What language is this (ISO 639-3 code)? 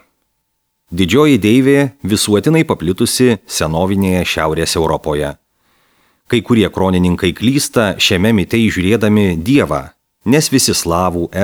lit